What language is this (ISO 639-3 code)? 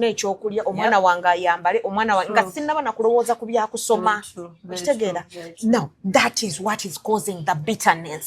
lug